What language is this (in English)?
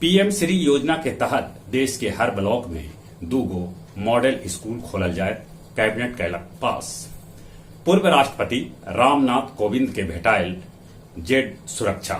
Magahi